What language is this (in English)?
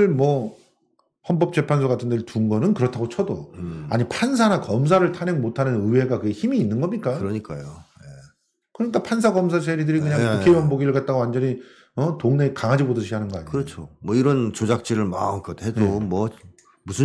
Korean